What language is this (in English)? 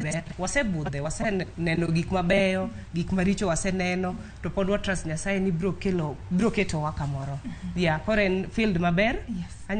Luo (Kenya and Tanzania)